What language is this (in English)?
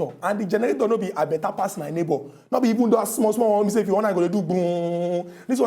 Nigerian Pidgin